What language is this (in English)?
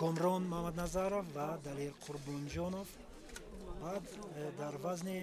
Tajik